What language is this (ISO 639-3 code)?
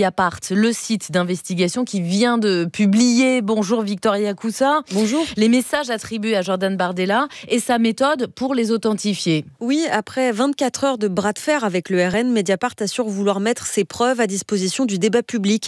fra